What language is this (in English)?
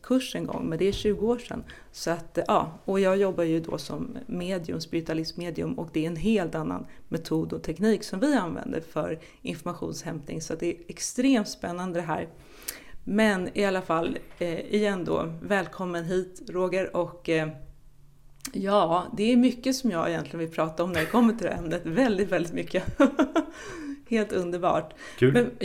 Swedish